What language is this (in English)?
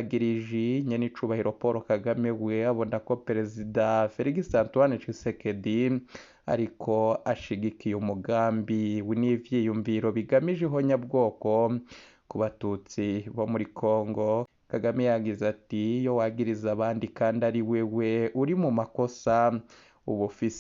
Rundi